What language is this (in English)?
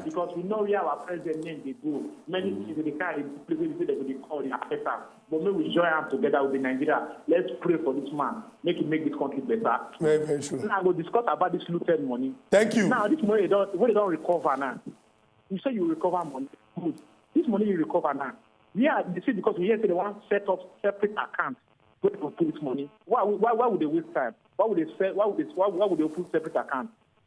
Nigerian Pidgin